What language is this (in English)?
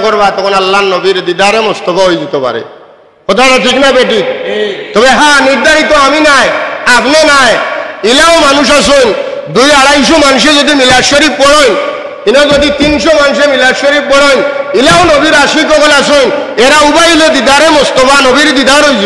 Sylheti